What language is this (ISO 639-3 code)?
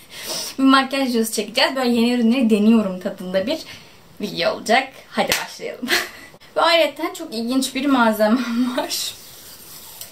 tur